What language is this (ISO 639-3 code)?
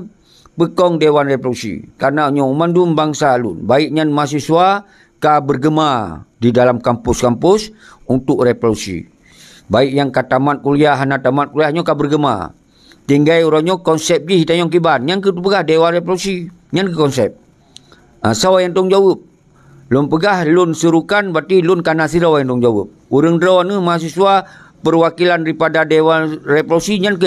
ace